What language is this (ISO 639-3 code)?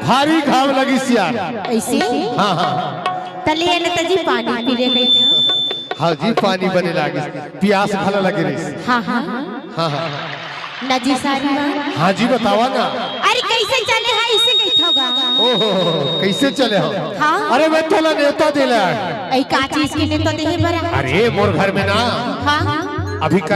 hne